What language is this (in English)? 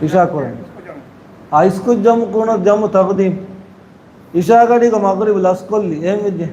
Divehi